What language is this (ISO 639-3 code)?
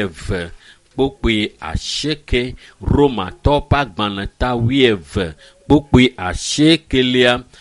ewe